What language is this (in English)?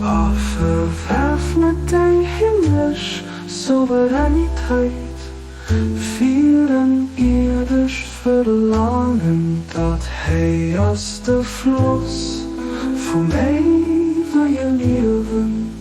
Luxembourgish